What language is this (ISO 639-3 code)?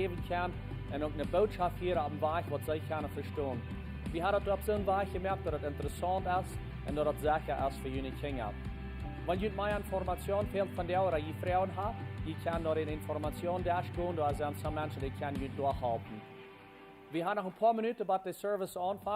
pdt